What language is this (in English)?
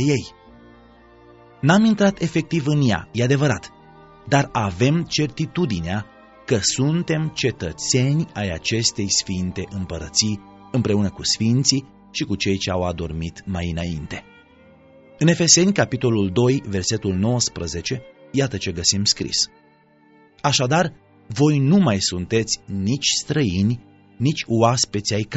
Romanian